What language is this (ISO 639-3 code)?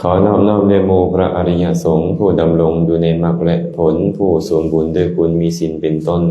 lao